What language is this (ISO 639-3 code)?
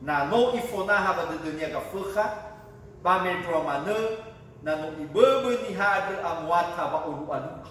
nia